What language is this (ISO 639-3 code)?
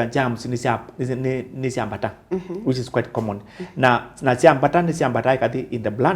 kam